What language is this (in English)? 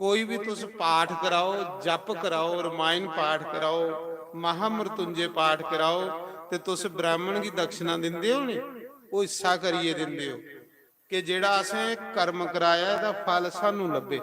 Dogri